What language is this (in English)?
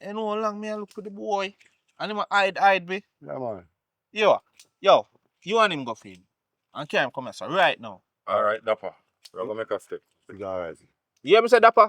Jamaican Creole English